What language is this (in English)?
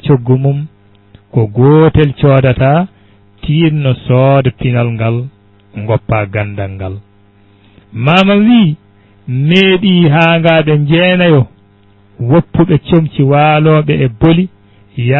Fula